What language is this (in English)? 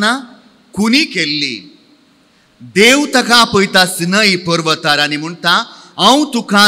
Konkani